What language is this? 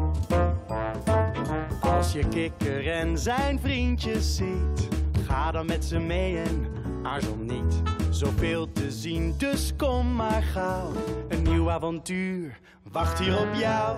Dutch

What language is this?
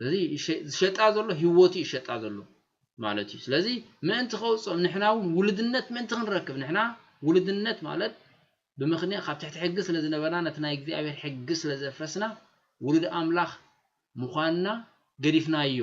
Tigrinya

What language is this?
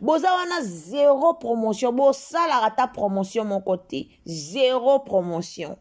Lingala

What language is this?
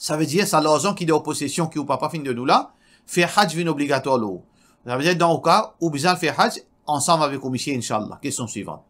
Morisyen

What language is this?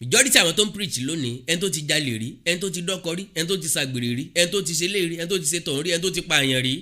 Yoruba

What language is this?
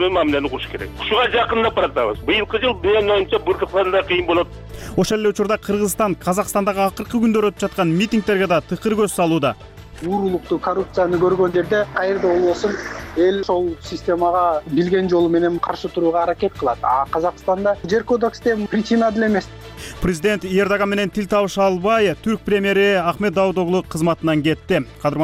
Kyrgyz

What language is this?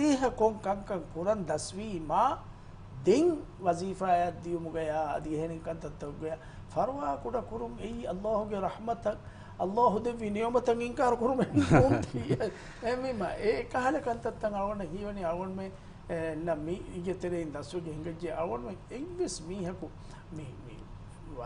Divehi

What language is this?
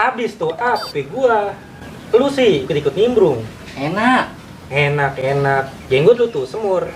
Betawi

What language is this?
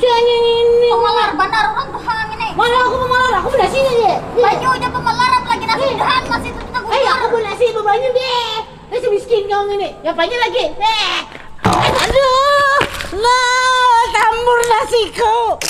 Banjar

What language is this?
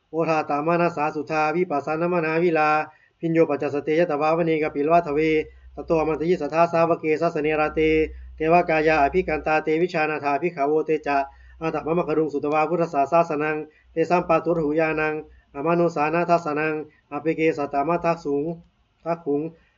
Pali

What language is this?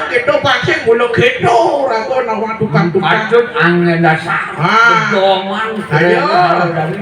Balinese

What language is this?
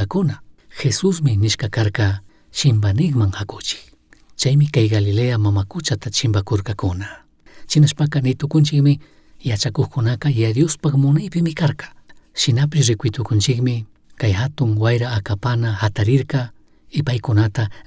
Chimborazo Highland Quichua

